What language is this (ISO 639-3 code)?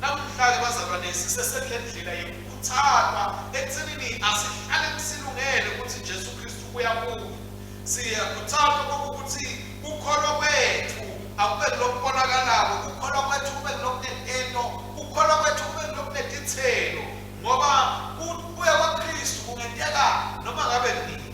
ssw